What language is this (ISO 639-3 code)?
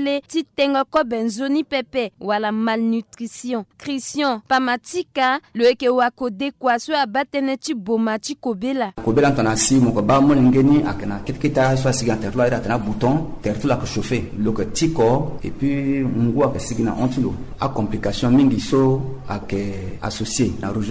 sag